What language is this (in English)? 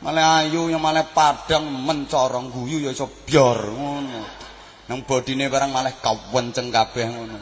Javanese